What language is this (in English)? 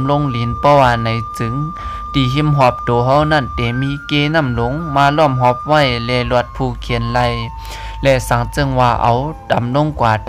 Shan